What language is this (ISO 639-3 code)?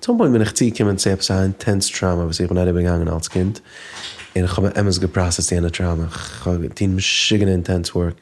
yid